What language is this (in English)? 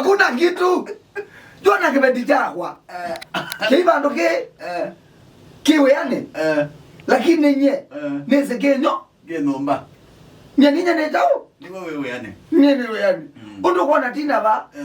Kamba